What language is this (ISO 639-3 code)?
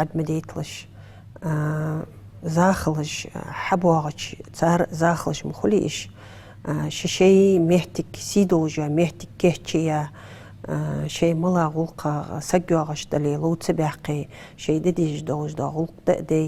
inh